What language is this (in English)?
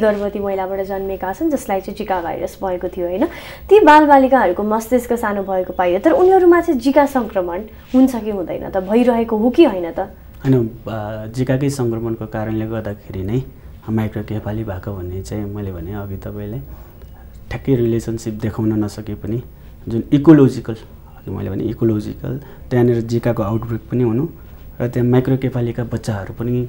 Nepali